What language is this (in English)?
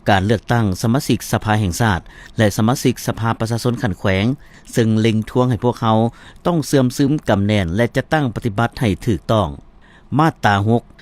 Lao